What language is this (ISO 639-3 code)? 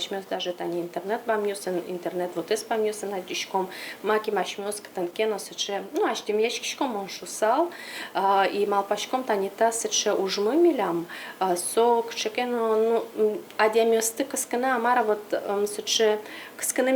udm